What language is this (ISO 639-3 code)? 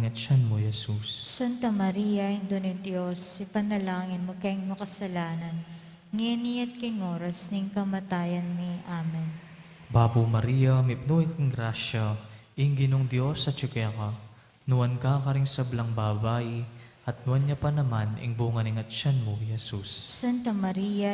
pam